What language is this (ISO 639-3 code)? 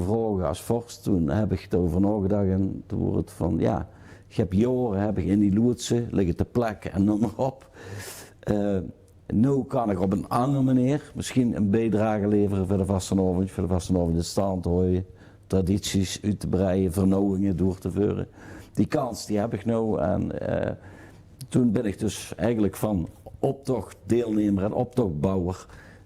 lim